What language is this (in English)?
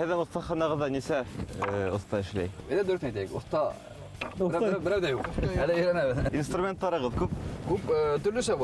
Bashkir